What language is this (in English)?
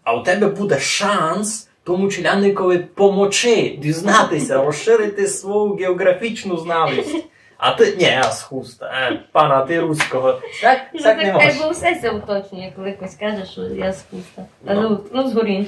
Rusyn